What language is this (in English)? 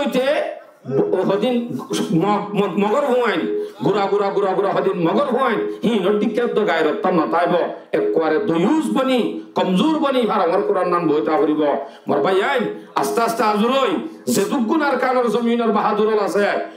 Rohingya